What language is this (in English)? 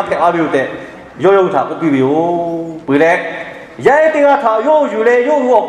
Lahu